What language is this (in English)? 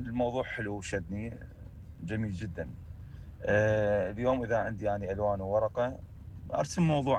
Mesopotamian Arabic